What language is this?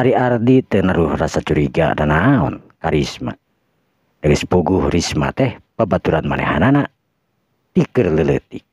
Sundanese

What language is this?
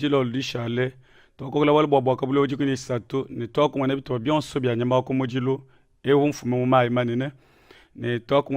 Luba-Lulua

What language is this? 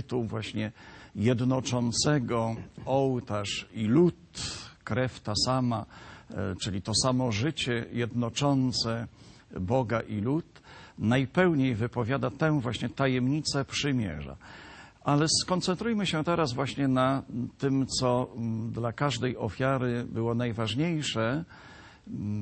Polish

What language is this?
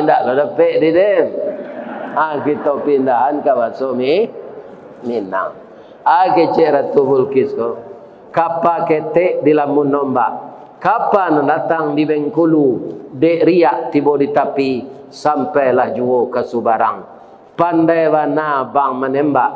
Minangkabau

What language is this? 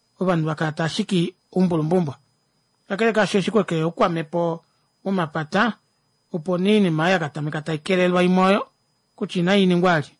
Kuanyama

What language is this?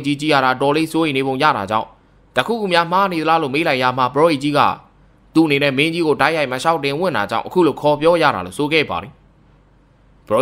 Burmese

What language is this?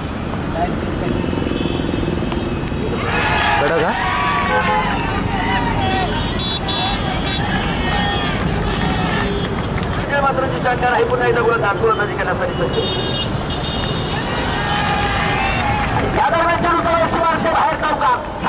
Marathi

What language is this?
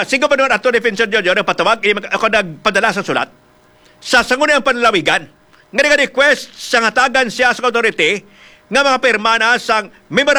Hiligaynon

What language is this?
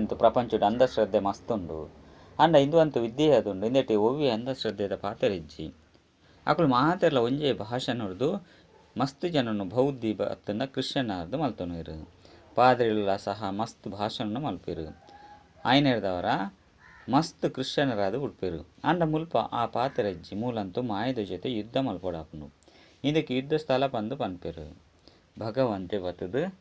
Tulu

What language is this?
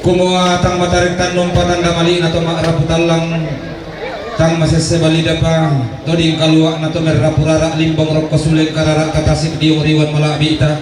Toraja-Sa'dan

